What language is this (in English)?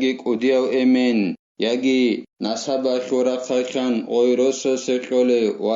Avaric